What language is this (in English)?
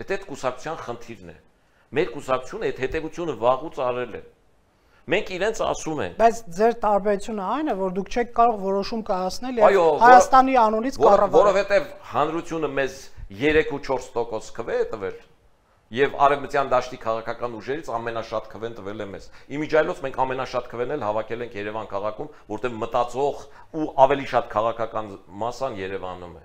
Armenian